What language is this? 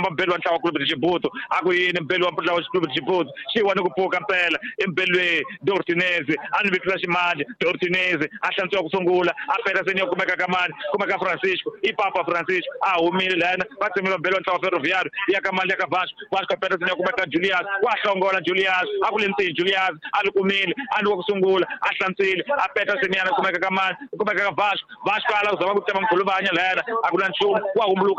Tsonga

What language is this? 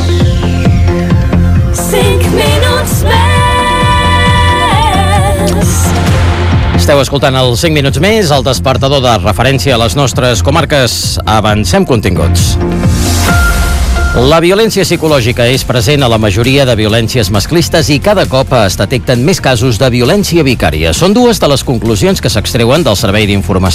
Catalan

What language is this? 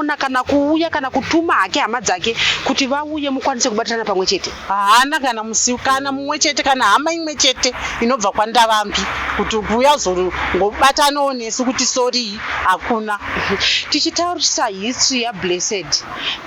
Shona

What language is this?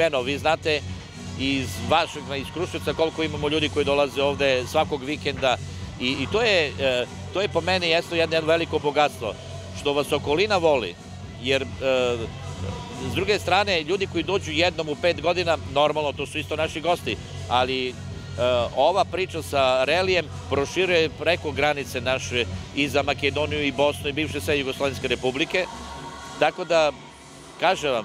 Serbian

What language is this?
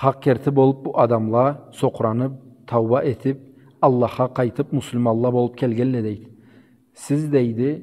Karachay-Balkar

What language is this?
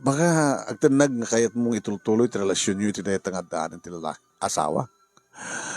Iloko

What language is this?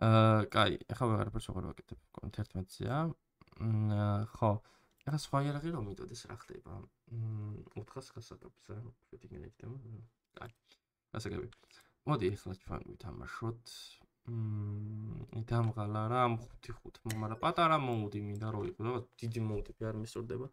Georgian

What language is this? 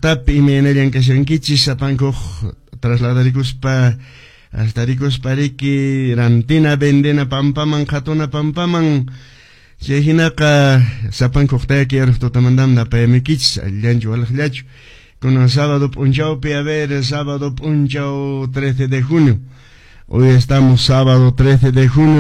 Quechua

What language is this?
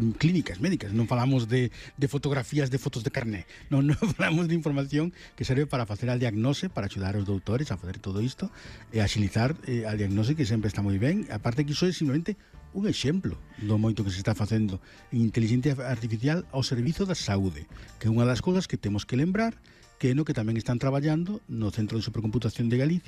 Galician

